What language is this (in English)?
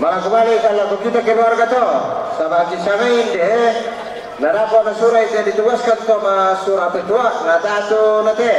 Toraja-Sa'dan